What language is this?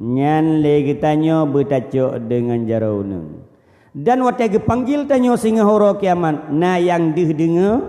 Achinese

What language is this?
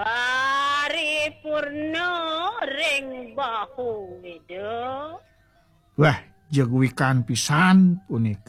Balinese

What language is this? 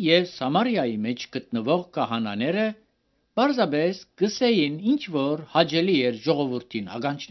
Armenian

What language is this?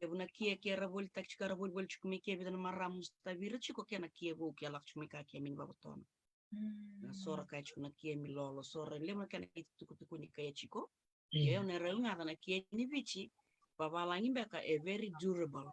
Fijian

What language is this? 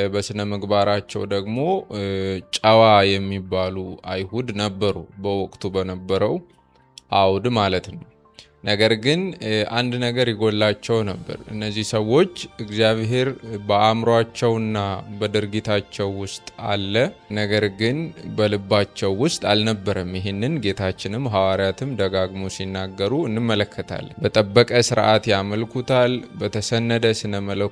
Amharic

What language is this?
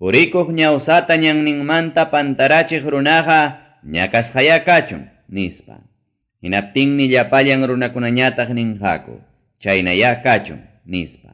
Ayacucho Quechua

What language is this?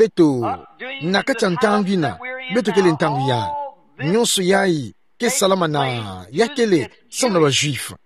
Kituba (Democratic Republic of Congo)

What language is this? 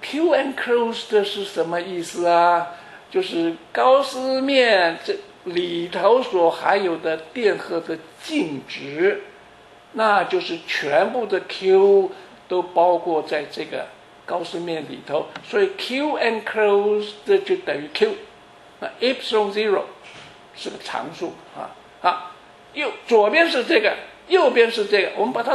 Chinese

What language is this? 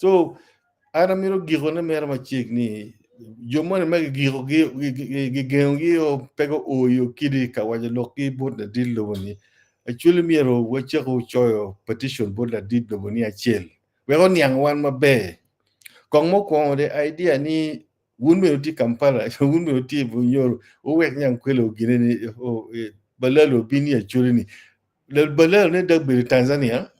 Acoli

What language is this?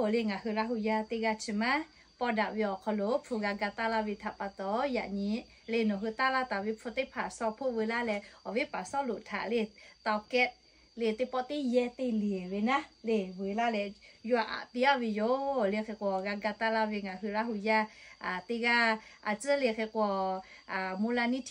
Lahu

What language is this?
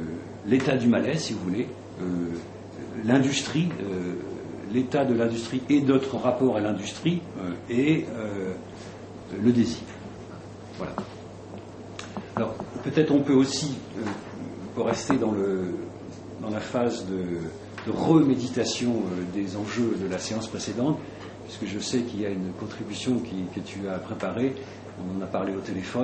French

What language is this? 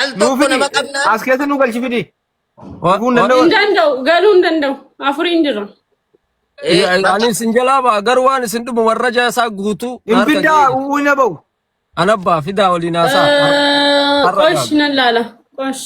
Oromo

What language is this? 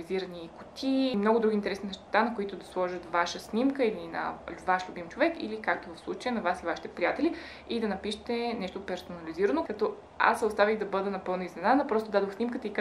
Bulgarian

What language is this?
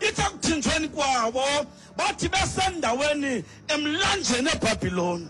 Xhosa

